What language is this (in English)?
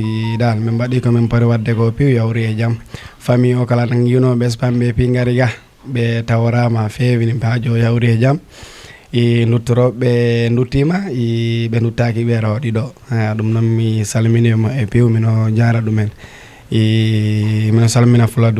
Fula